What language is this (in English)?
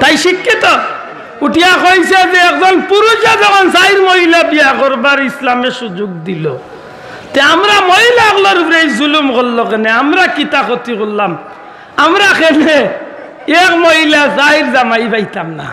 Sylheti